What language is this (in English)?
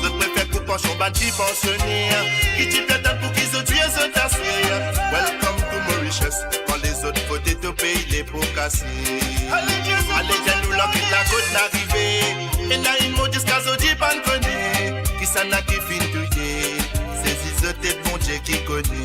Morisyen